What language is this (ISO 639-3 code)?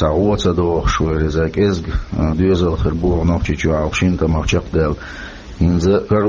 che